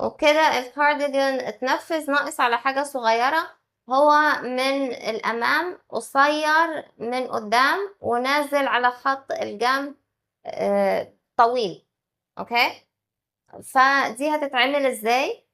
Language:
Egyptian Arabic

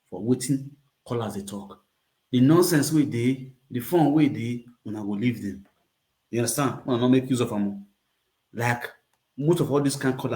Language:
Nigerian Pidgin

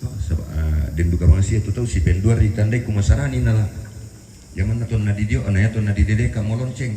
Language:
Toraja-Sa'dan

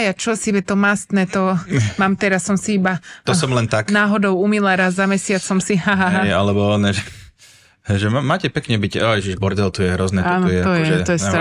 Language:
Slovak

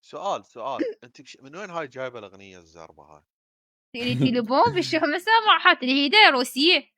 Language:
Mesopotamian Arabic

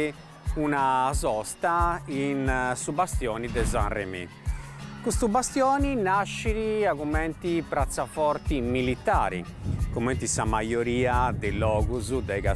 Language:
Sardinian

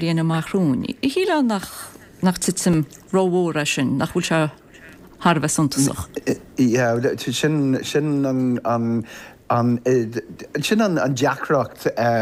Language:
Irish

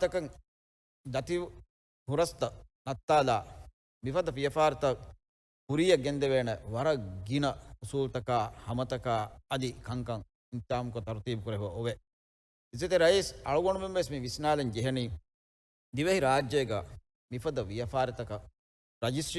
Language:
Divehi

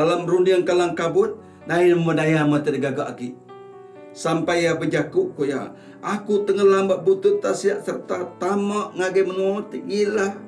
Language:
Iban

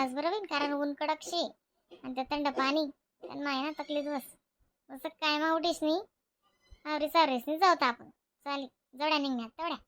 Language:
Khandesi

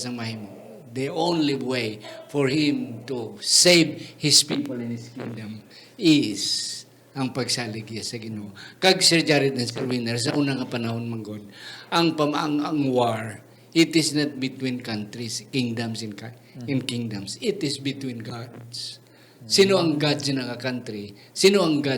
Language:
Hiligaynon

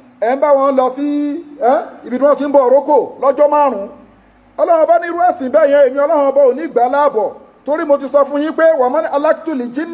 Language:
Yoruba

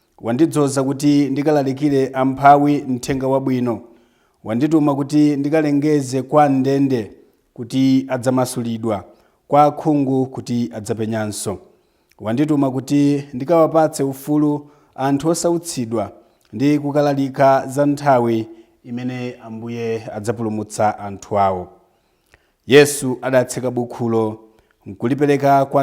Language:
Nyanja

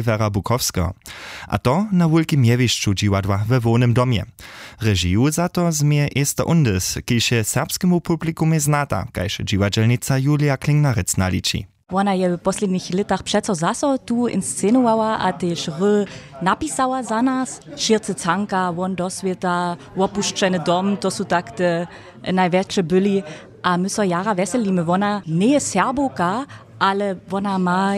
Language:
Upper Sorbian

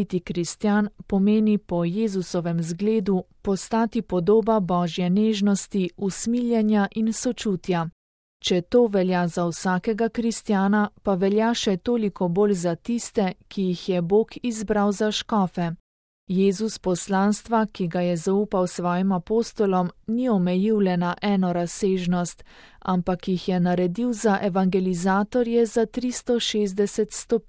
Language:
Slovenian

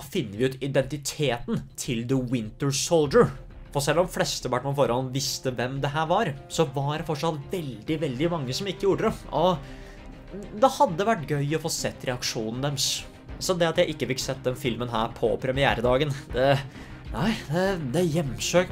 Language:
Norwegian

